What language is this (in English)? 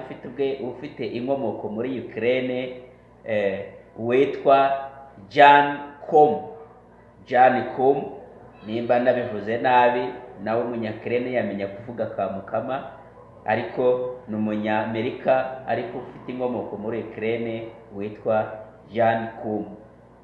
Kinyarwanda